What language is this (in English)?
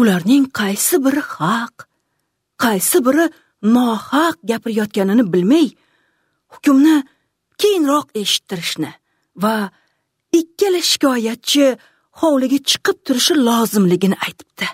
Uzbek